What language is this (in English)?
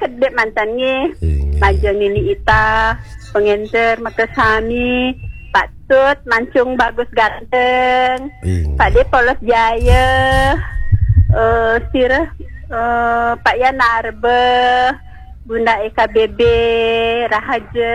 Balinese